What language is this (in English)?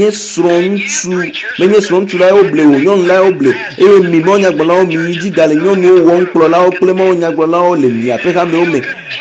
Ewe